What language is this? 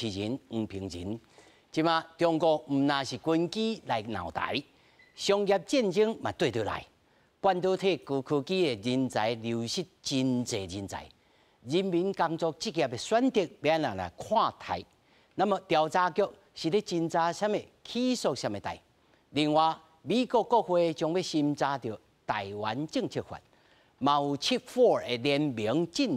Min Nan Chinese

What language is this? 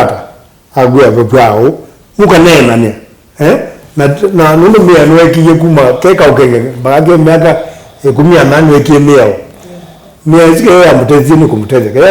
Kamba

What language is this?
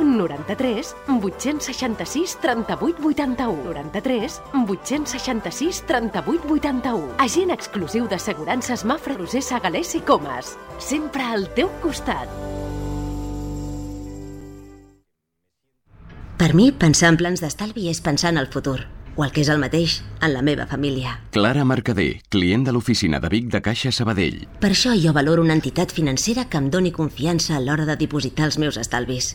Catalan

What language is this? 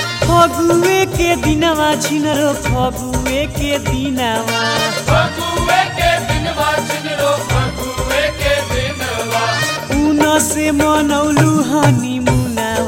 Bhojpuri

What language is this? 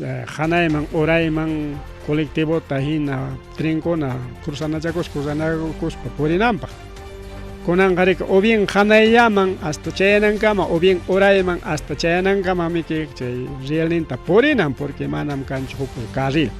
Ayacucho Quechua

